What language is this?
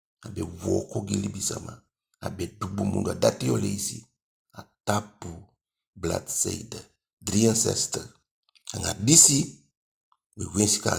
Eastern Maroon Creole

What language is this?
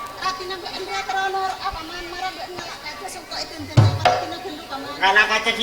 Madurese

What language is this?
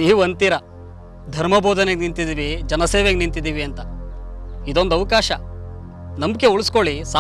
Kannada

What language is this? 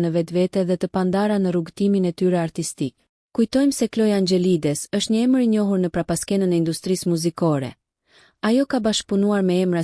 Albanian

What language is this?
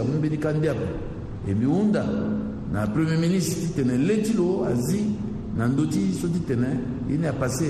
Sango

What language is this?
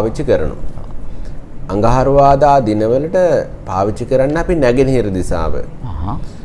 Sinhala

